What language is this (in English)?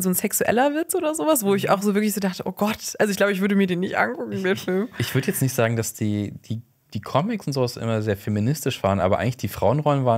German